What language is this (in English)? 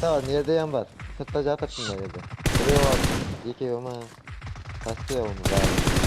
Kara-Kalpak